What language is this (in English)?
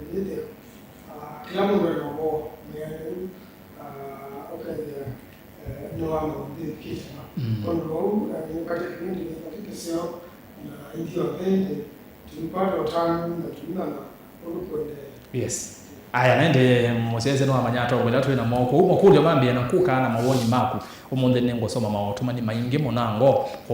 Kamba